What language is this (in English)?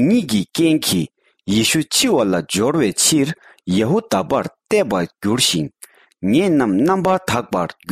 Tibetan